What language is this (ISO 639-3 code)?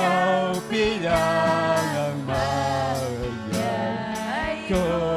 quy